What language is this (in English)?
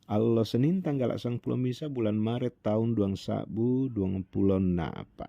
Toraja-Sa'dan